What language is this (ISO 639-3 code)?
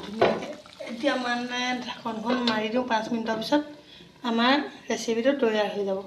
asm